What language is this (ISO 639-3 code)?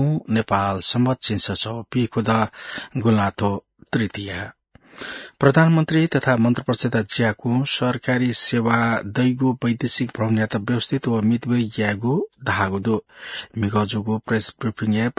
new